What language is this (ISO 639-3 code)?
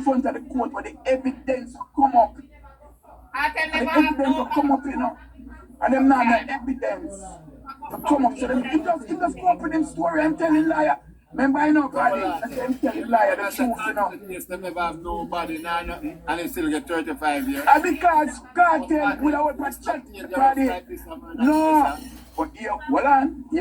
jam